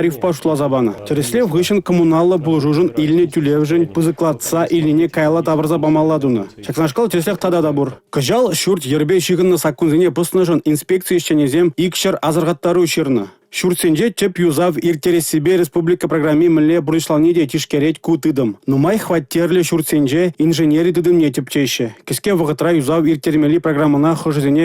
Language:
Chuvash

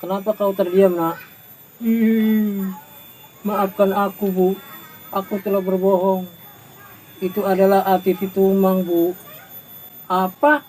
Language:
Betawi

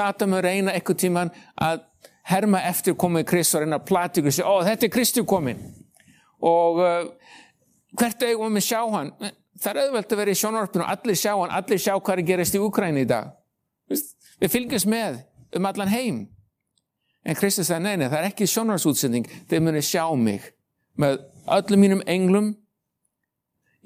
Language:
Icelandic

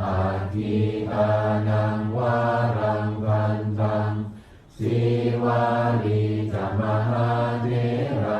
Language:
Pali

